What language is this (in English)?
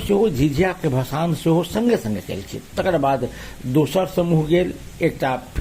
Maithili